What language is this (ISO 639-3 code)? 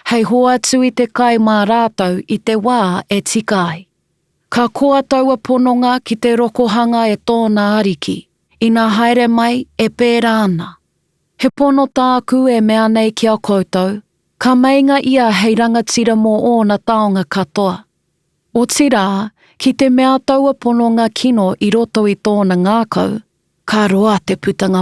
mri